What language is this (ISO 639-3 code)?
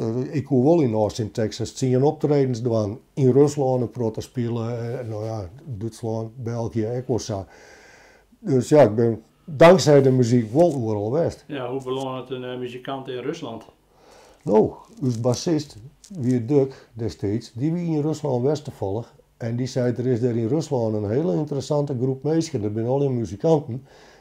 fry